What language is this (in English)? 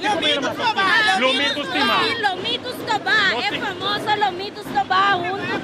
Papiamento